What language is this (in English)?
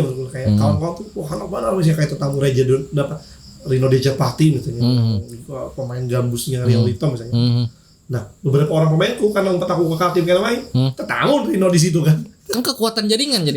Banjar